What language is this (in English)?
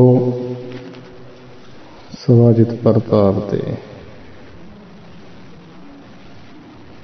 Punjabi